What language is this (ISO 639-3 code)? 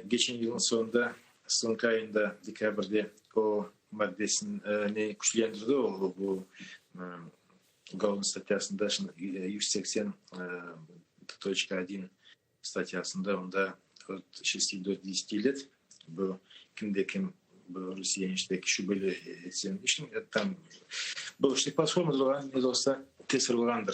crh